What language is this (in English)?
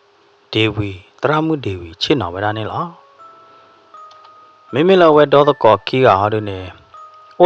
S'gaw Karen